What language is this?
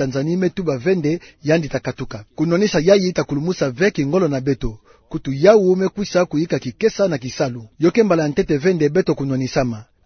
Kituba (Democratic Republic of Congo)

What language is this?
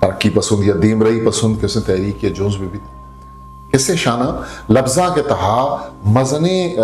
Eastern Balochi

